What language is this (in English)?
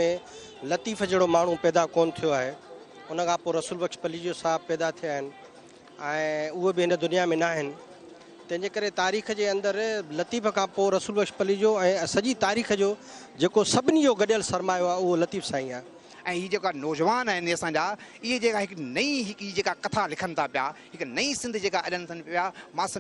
Sindhi